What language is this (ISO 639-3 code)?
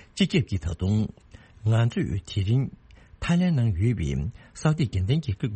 bod